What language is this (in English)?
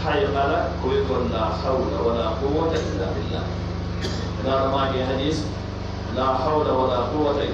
Pular